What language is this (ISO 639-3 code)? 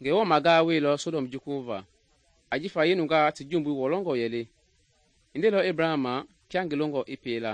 men